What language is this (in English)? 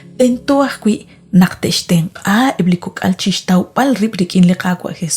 Kekchí